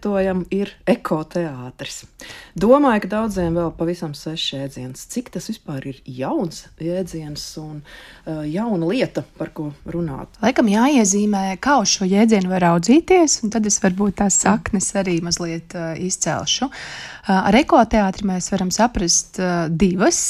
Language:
Latvian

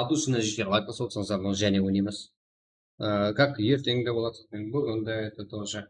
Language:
Kara-Kalpak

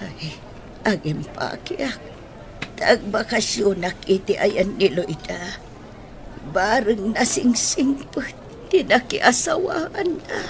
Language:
Iloko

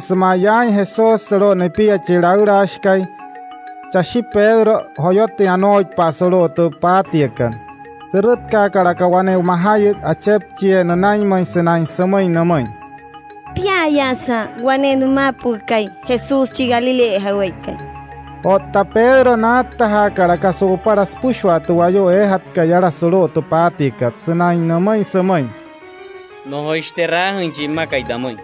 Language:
Wayuu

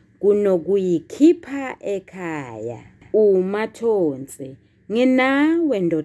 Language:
Zulu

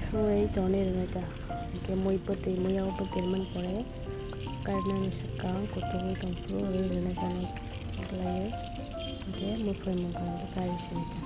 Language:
Kok Borok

